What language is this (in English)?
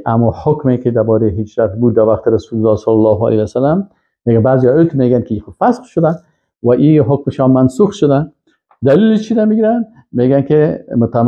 Persian